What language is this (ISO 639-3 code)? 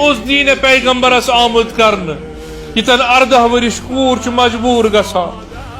kas